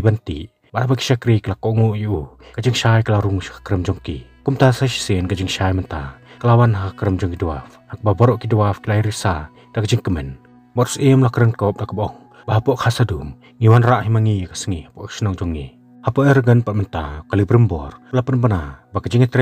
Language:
Khasi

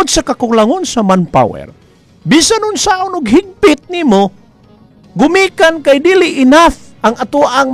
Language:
Cebuano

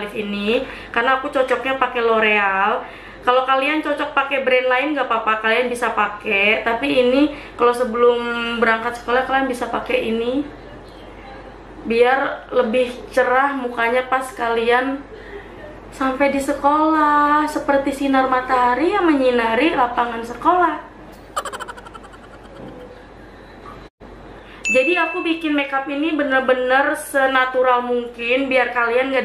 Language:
Indonesian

